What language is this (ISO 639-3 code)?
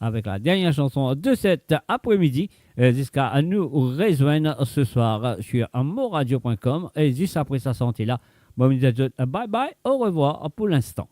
mfe